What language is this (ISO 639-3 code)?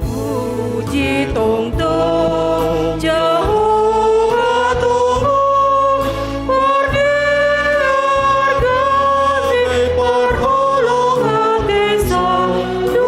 bts